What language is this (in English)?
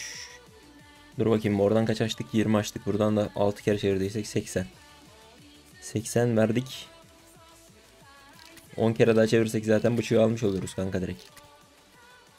Turkish